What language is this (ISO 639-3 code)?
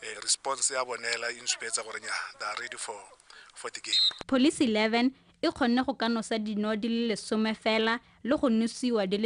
tsn